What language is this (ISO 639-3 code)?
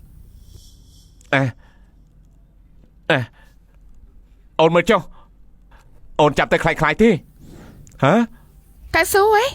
khm